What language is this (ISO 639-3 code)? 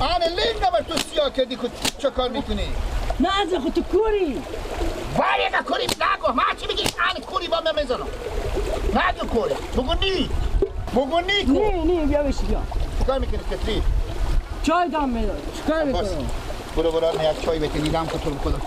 fas